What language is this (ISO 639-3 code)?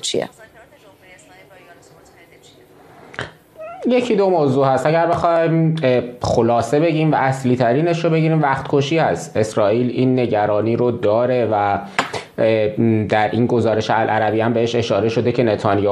fas